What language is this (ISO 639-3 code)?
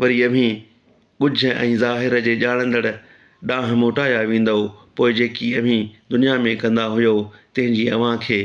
snd